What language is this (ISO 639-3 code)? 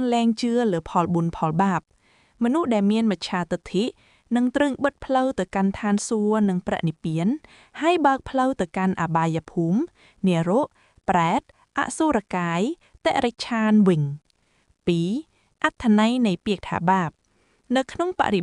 khm